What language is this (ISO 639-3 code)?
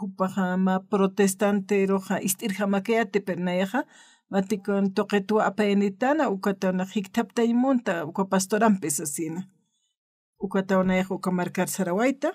aym